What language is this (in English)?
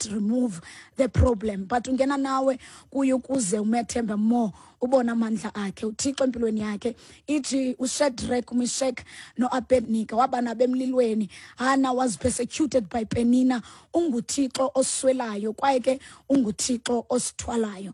Xhosa